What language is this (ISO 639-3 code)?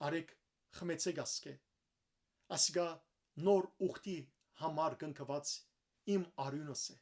hyw